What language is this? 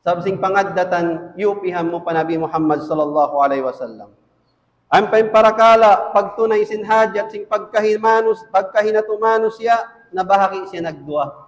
Tausug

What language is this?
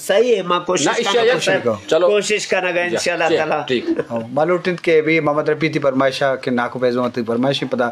Eastern Balochi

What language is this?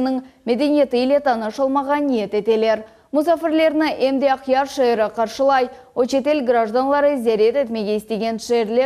Crimean Tatar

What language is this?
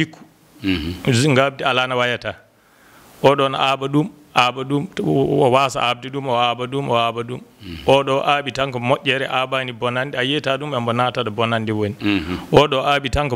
Fula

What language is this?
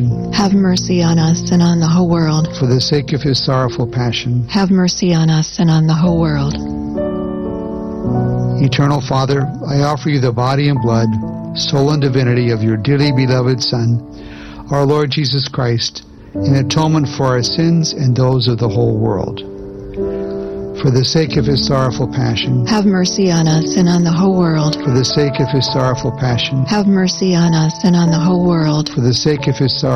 English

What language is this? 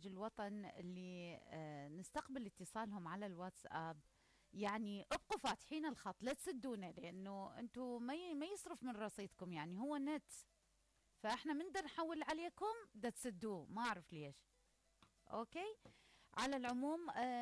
Mesopotamian Arabic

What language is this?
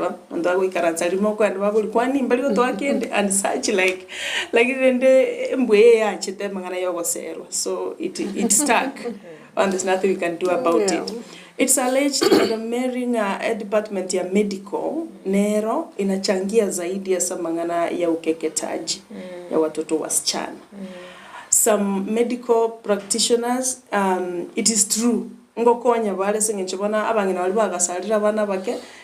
Gusii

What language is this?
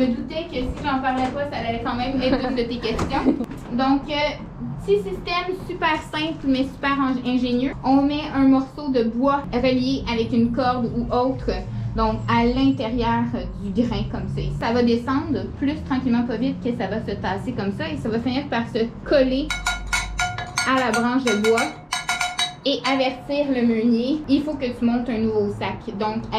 French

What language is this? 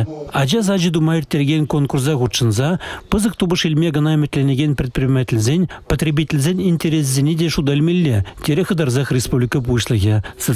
Chuvash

